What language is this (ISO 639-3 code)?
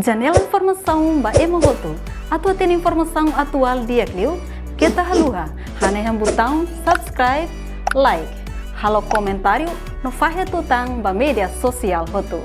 tet